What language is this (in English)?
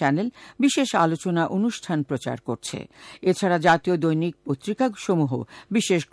Bangla